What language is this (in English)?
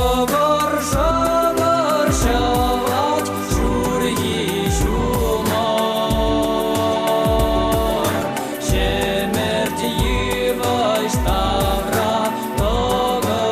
Chuvash